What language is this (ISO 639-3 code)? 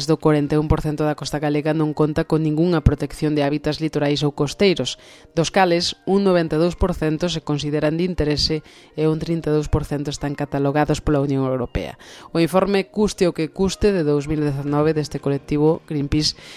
glg